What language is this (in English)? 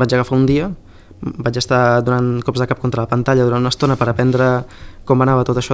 Catalan